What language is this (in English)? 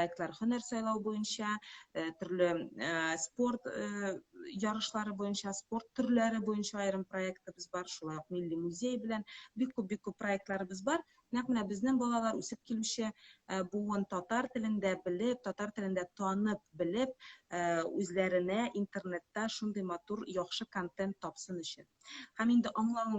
Tatar